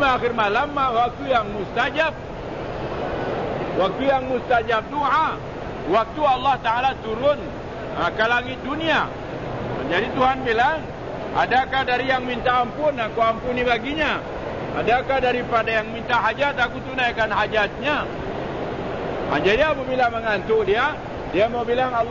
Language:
Malay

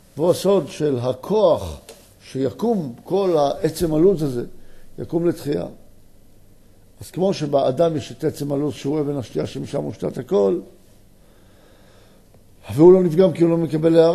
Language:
Hebrew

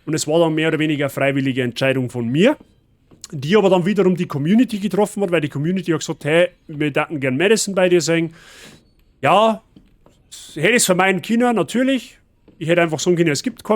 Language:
Bavarian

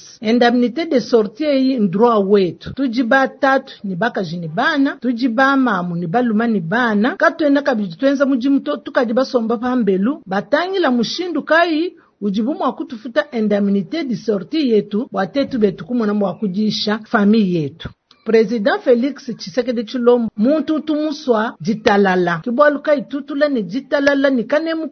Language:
Luba-Lulua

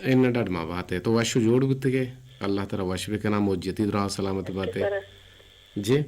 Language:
Eastern Balochi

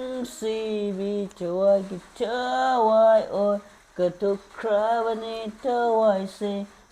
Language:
Manipuri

